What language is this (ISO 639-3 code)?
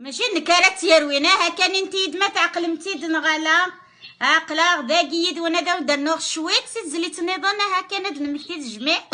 kab